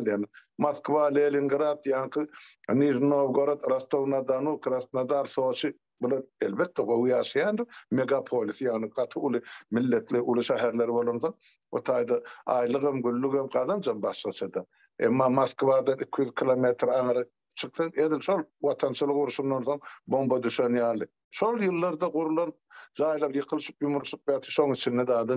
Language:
Turkmen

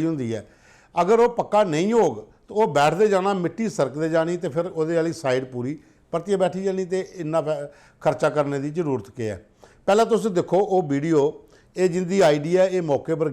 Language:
Dogri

